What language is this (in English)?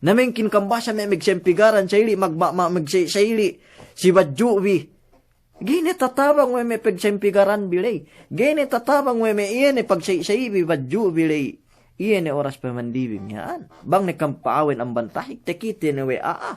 Yakan